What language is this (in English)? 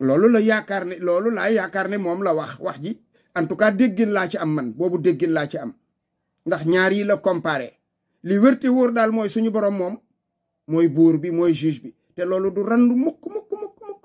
Wolof